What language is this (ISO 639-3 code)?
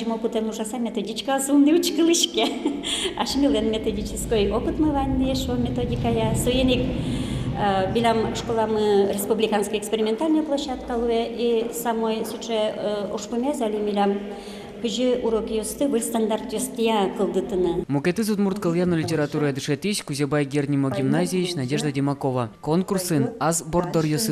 udm